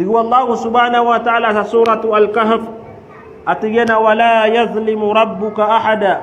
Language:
Maranao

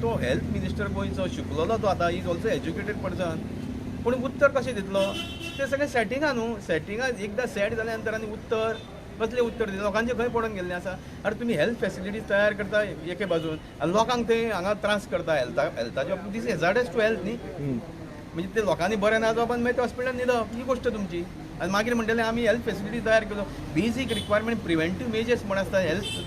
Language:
Konkani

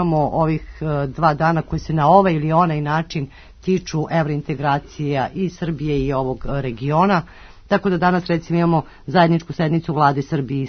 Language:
Serbian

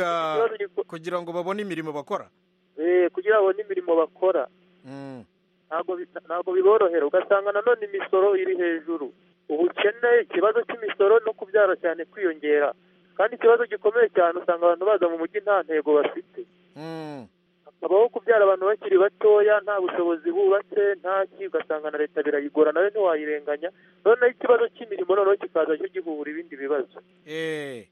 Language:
Kinyarwanda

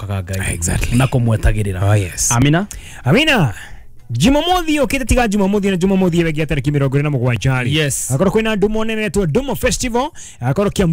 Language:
Kikuyu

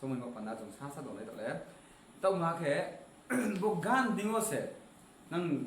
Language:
Riang (India)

